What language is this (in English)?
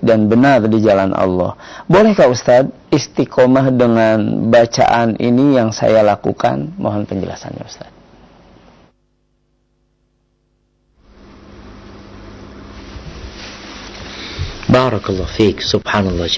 Indonesian